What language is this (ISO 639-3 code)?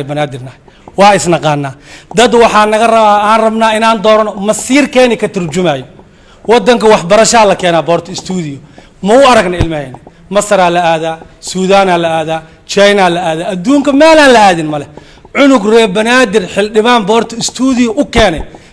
som